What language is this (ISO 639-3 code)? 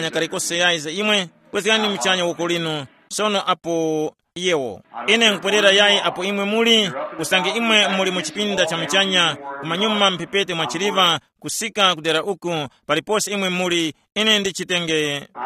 tum